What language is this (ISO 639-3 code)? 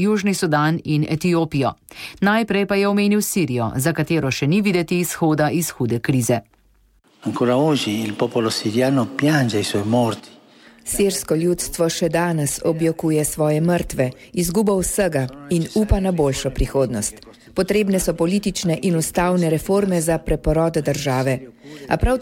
slv